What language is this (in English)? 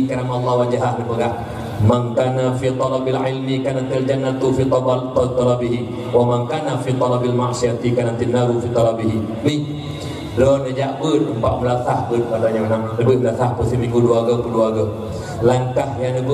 Achinese